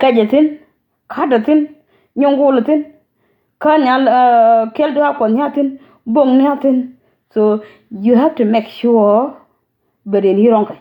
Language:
Nuer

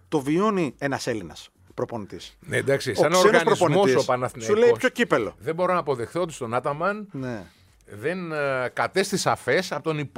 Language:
Greek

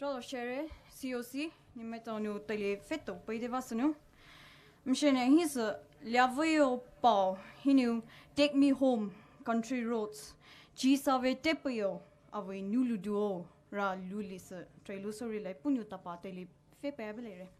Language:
Poumei Naga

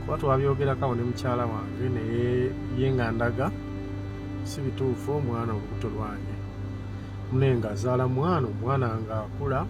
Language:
Ganda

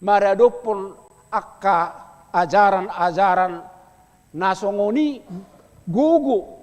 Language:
Batak Toba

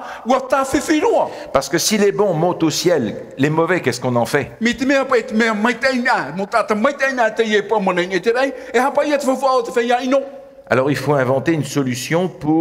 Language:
Tahitian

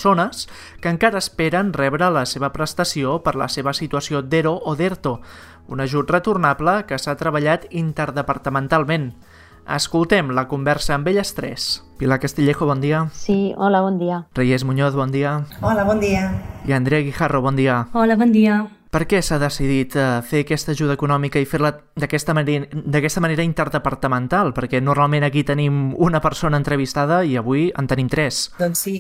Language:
Catalan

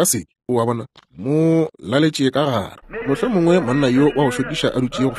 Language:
Northern Sotho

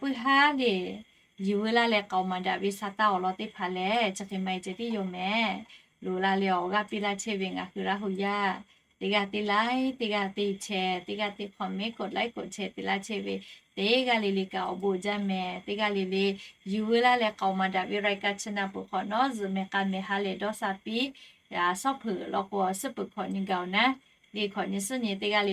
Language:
Lahu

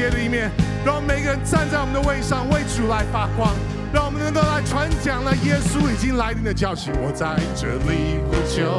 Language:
Chinese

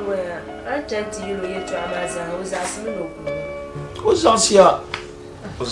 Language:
Dagbani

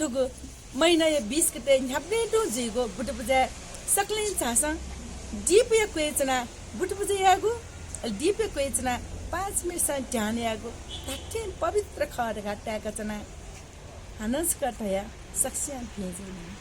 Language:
Newari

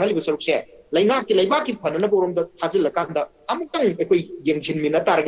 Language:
Manipuri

